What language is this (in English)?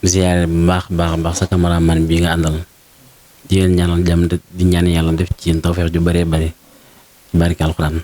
Wolof